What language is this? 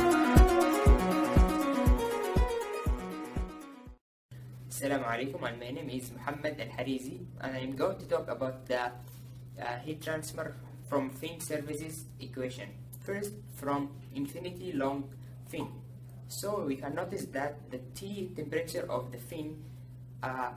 English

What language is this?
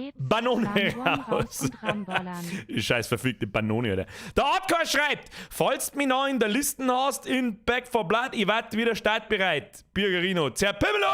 Bavarian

